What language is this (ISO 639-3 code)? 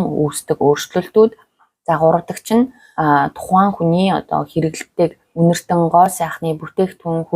mon